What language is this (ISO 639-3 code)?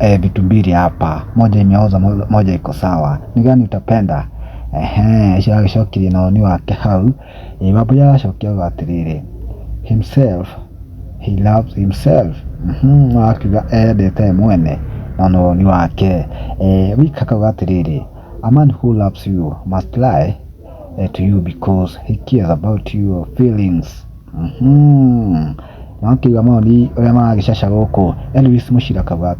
kik